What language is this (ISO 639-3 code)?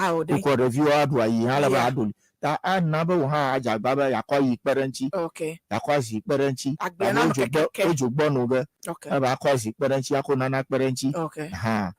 ewe